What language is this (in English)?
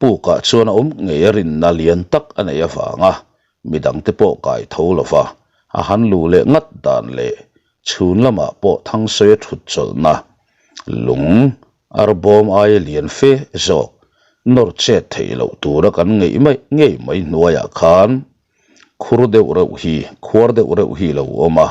Mizo